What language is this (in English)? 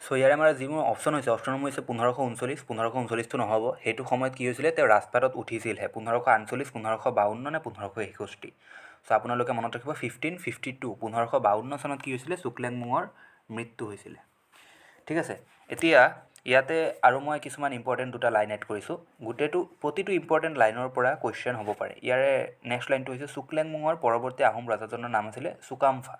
Assamese